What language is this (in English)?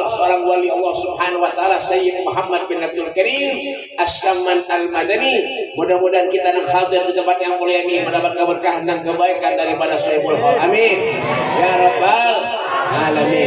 Banjar